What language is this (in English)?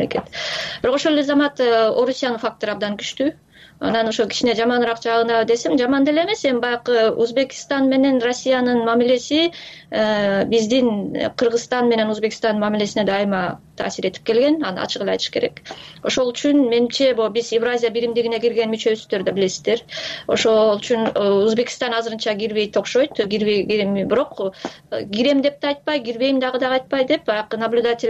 Kyrgyz